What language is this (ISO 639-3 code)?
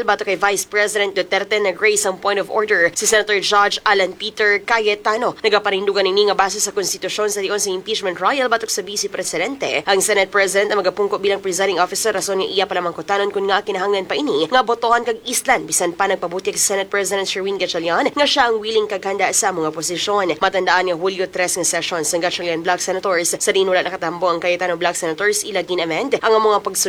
hil